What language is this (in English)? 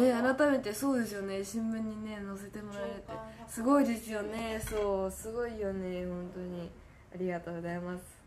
Japanese